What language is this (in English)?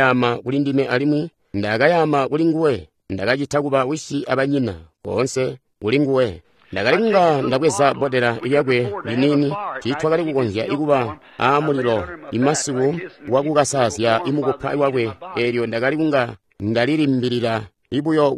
Tonga (Zambia)